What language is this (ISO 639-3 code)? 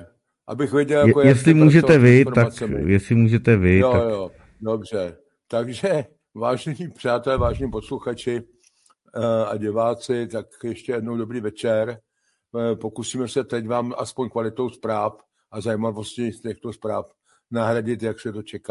ces